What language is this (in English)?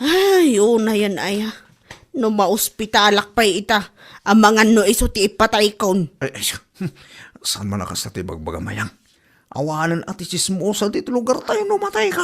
Iloko